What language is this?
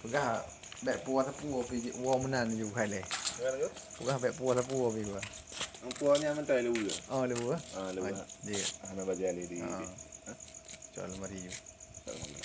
Achinese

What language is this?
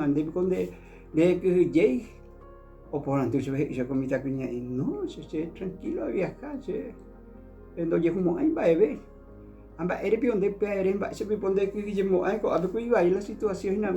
Guarani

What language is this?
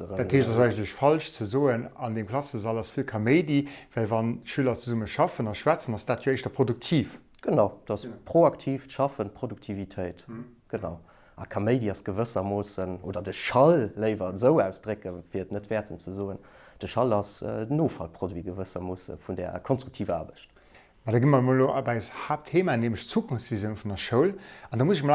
Luxembourgish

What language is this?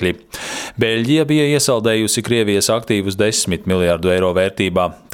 Latvian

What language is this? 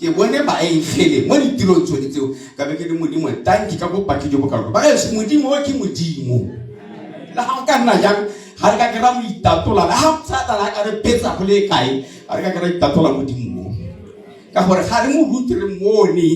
Tswana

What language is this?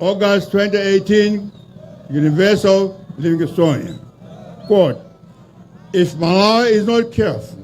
Nyanja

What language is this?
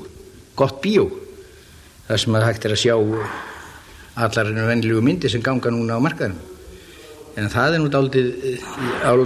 Icelandic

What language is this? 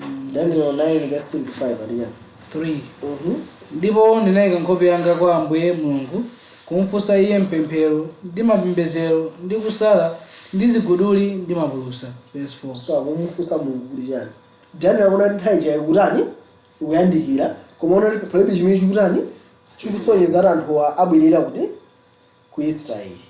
Nyanja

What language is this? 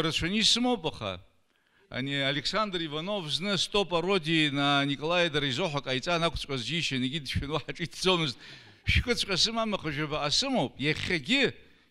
Abkhazian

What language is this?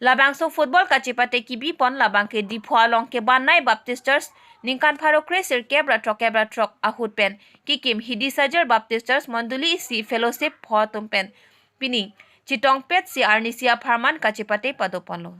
Karbi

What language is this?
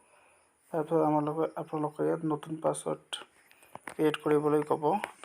Assamese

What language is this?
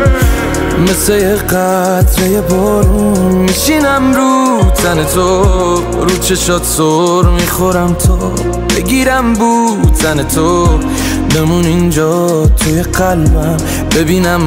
Persian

